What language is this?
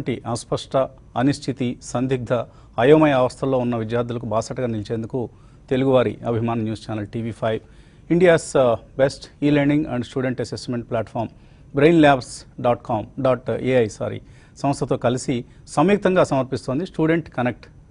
Telugu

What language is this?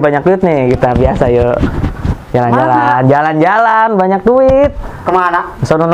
Betawi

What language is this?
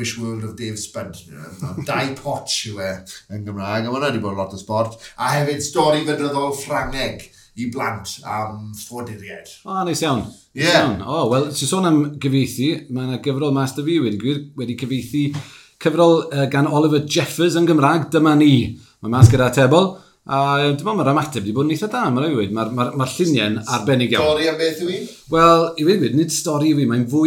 Welsh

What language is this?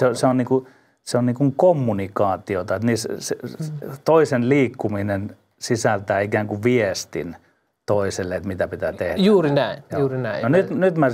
Finnish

